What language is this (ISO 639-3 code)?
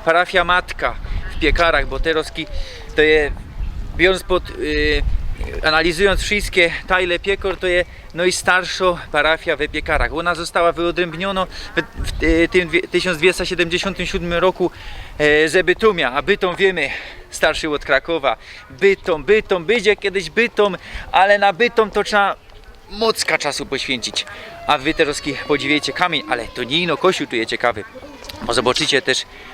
szl